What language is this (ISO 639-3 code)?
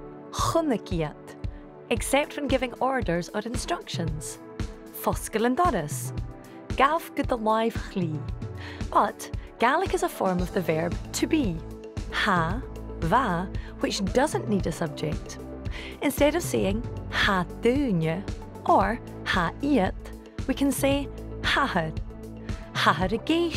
gla